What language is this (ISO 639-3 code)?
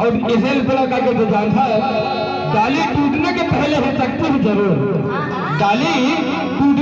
hne